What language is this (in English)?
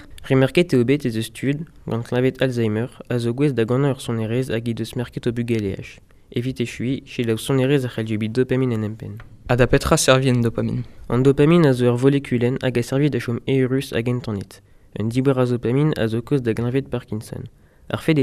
Breton